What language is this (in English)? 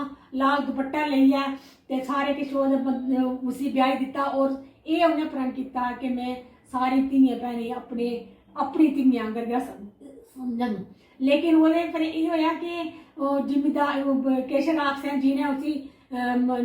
Dogri